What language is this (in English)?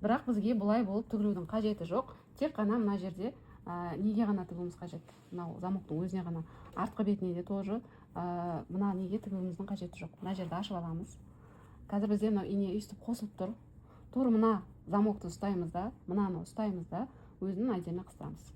Kazakh